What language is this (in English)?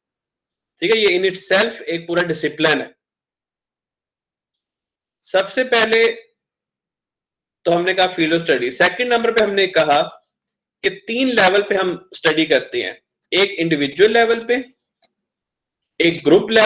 Hindi